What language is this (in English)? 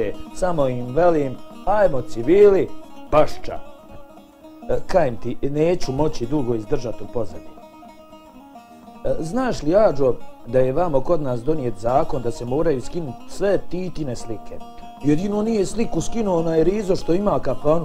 Bosnian